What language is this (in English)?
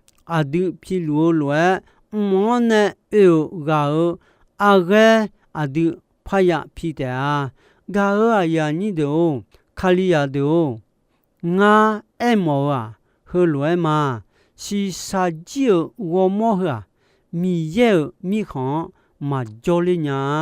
Akha